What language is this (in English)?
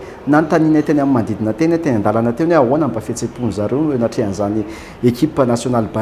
Malagasy